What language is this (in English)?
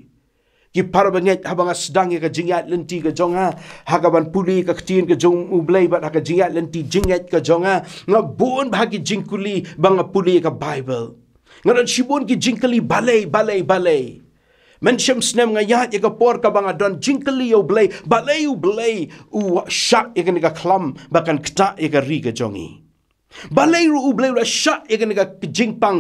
Khasi